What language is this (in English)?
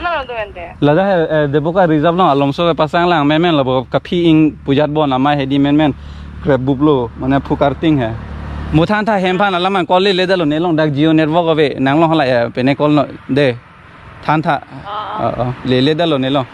Karbi